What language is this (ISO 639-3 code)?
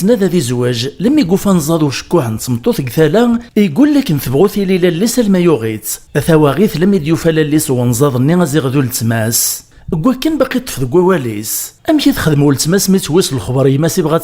kab